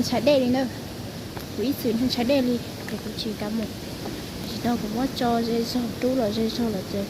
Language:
Hmong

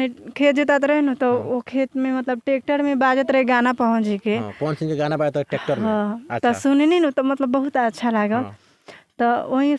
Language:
Bhojpuri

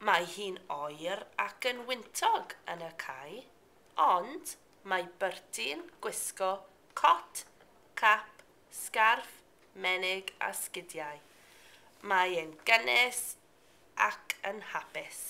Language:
Welsh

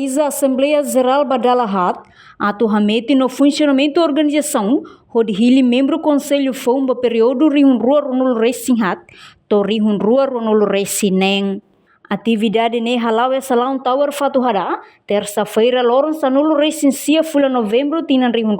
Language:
Tetum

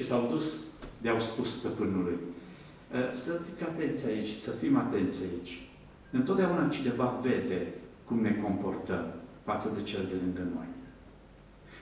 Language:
Romanian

